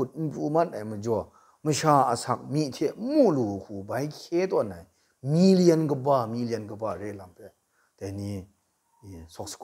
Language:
Kachin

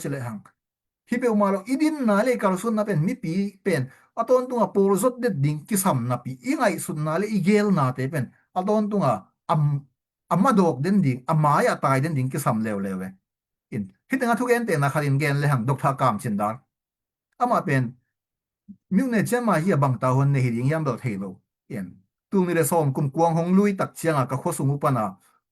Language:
Tedim Chin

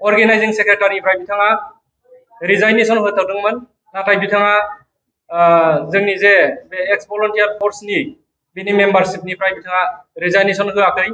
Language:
Bodo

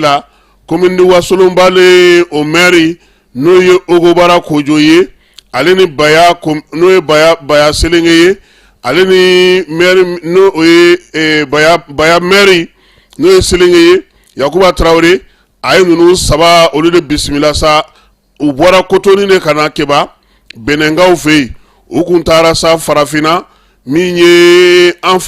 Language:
Bambara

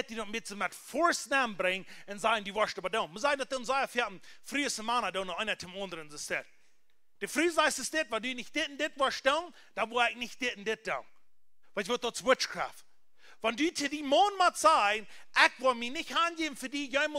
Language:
Plautdietsch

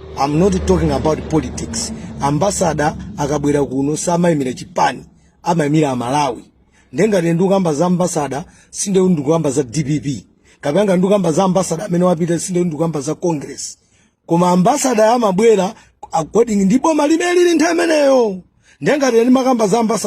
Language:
Nyanja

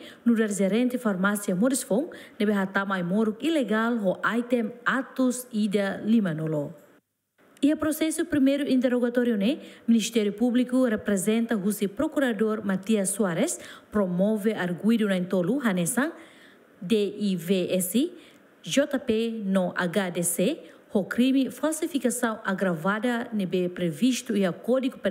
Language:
Tetum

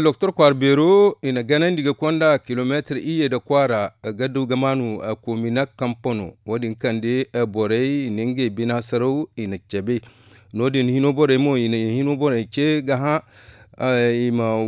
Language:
Zarma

